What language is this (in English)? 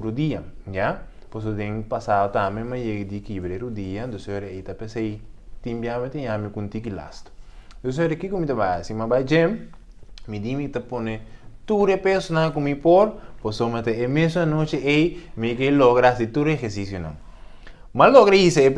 Papiamento